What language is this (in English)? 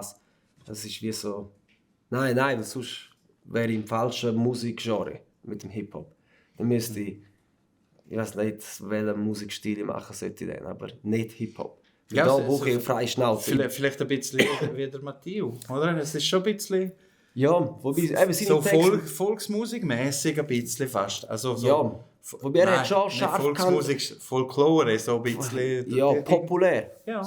Swiss German